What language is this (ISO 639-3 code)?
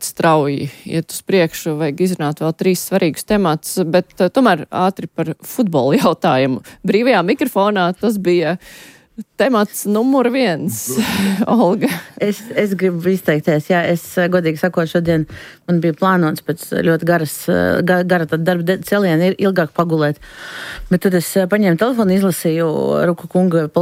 lav